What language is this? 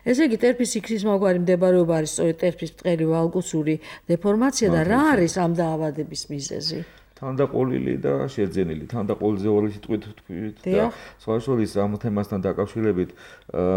Georgian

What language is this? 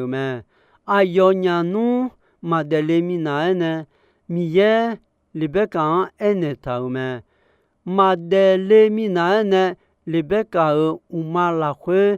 Akha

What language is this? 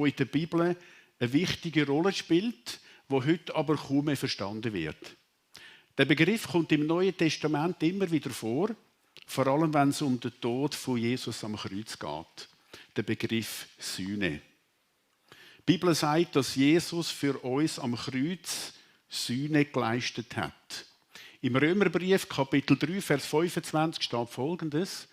Swiss German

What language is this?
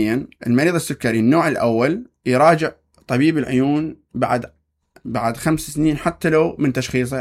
Mesopotamian Arabic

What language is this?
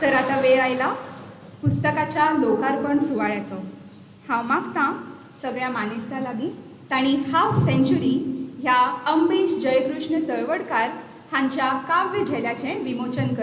Konkani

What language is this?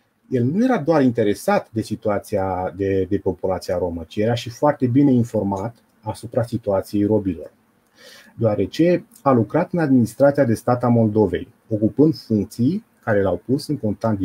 Romanian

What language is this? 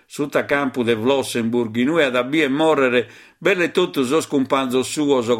Sardinian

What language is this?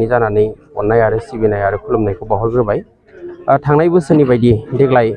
Bodo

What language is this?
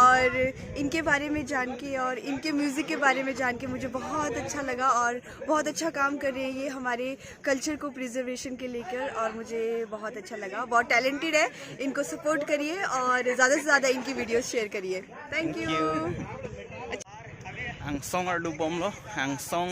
Karbi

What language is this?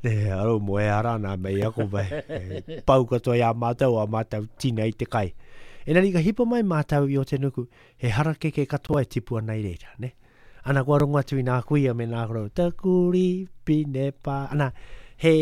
Māori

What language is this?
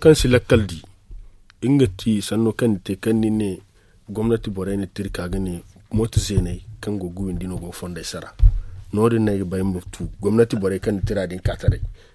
Zarma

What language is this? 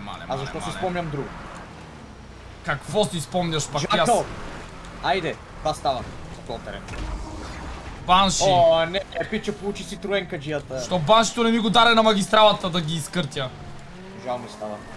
Bulgarian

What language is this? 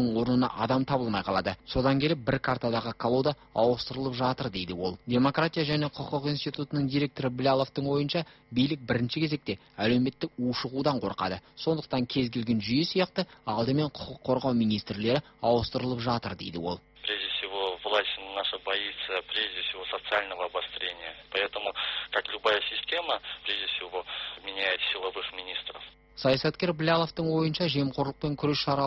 Kazakh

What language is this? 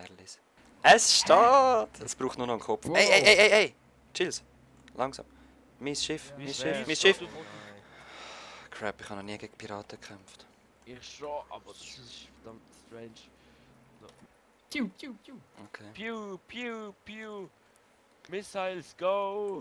Swiss German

